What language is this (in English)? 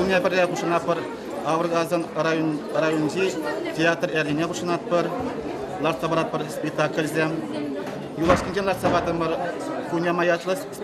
Chuvash